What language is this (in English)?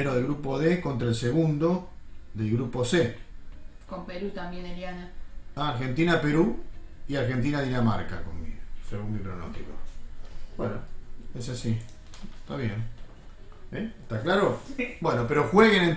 Spanish